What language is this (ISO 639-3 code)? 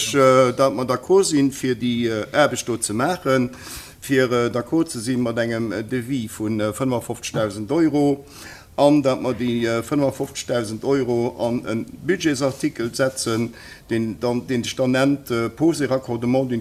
ltz